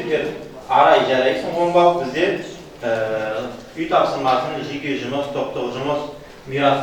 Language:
Kazakh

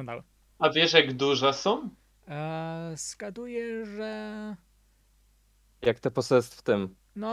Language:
Polish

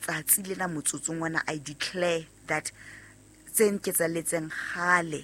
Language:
Southern Sotho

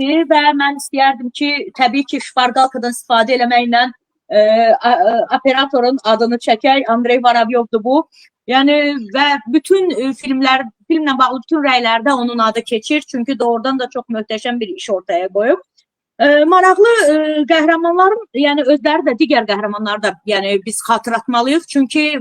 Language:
Azerbaijani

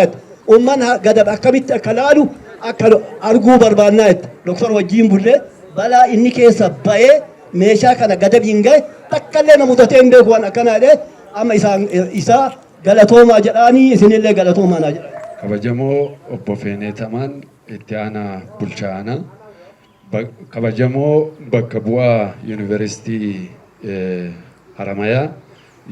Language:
Oromo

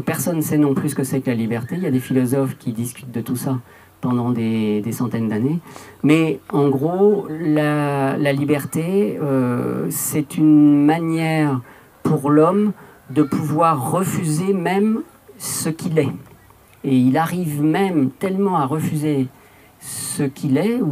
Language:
French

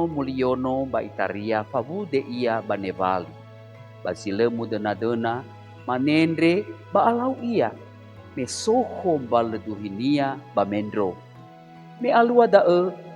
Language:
Nias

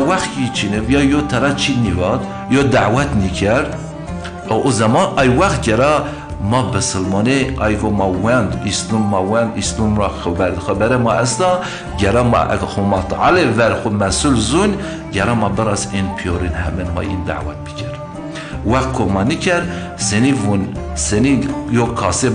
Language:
Zaza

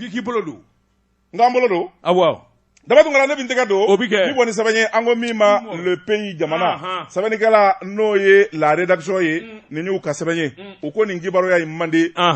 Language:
Bambara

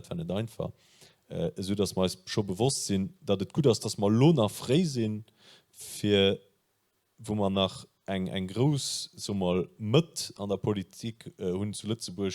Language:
Luxembourgish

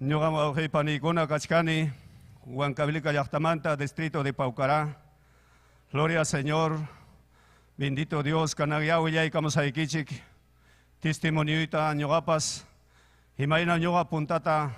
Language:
Ayacucho Quechua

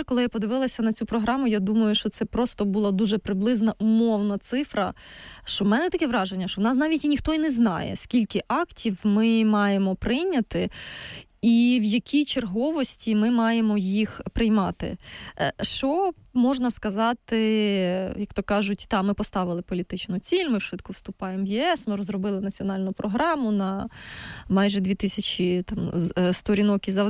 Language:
Ukrainian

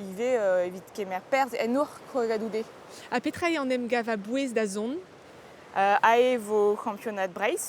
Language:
Breton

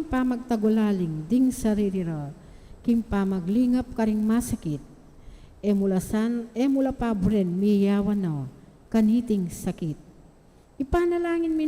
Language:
Pampanga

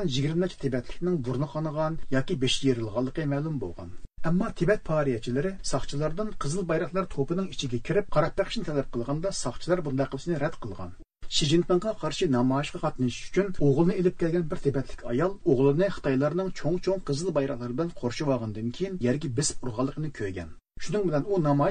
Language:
Uyghur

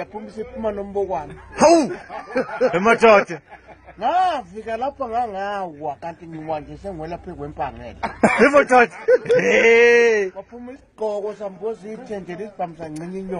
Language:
Zulu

